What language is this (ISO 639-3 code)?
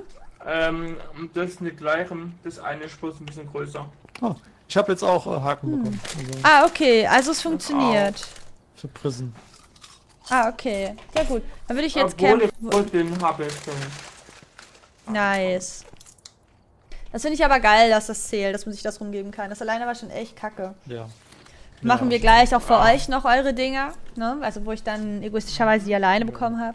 deu